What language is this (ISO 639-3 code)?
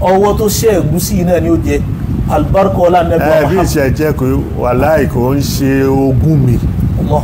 yor